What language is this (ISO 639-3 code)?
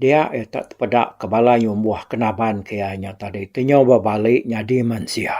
iba